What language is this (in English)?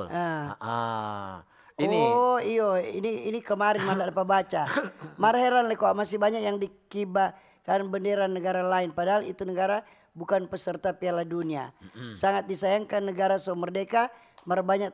Manado Malay